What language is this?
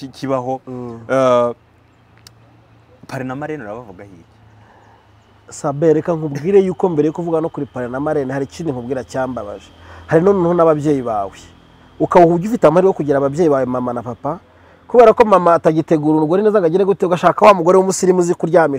Kinyarwanda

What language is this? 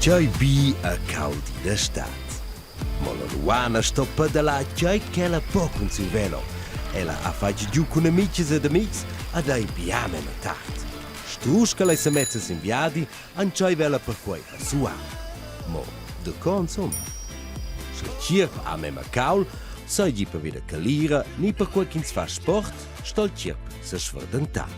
Romansh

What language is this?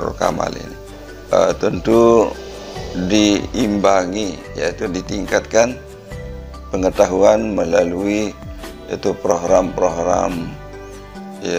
Indonesian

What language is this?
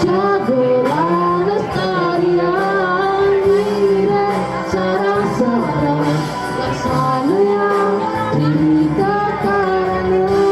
Balinese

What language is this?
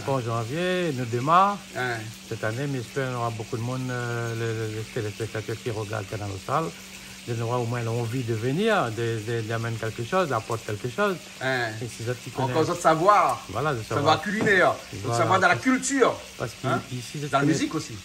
Réunion Creole French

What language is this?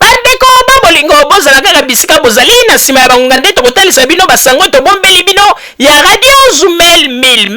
Lingala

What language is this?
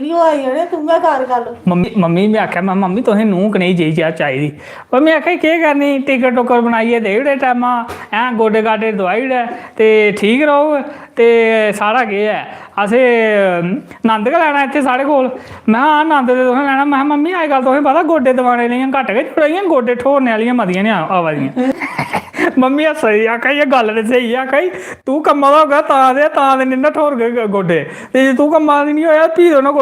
Dogri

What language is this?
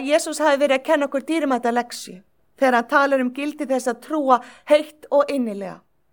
Icelandic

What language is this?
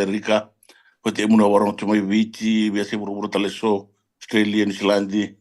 Fijian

